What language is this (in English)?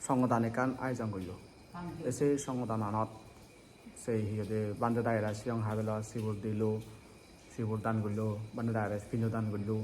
Chakma